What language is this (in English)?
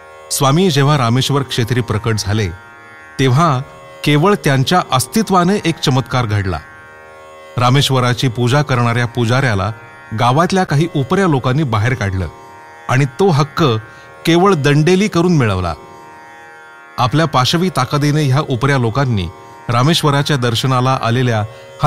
Marathi